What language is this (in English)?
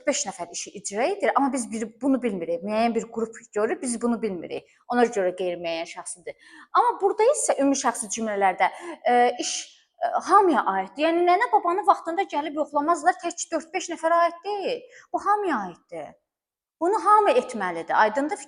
Azerbaijani